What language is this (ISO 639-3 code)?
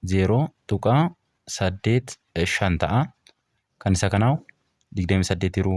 orm